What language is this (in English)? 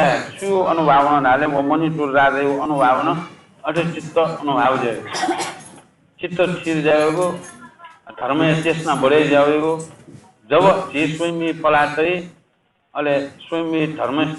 Newari